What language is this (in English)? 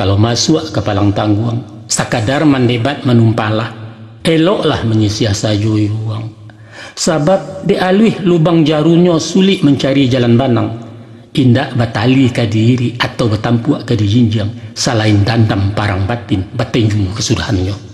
Minangkabau